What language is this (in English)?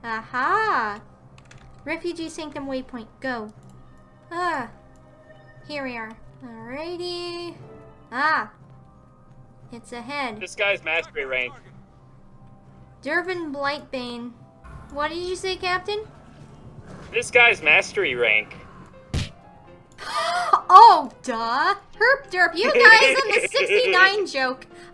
English